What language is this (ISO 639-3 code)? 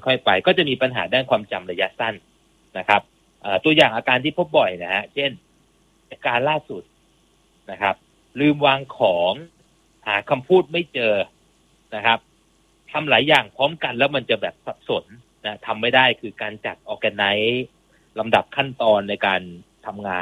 tha